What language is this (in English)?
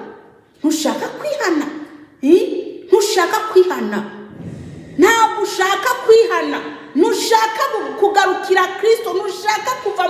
Kinyarwanda